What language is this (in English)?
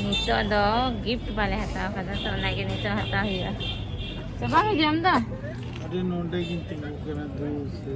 Santali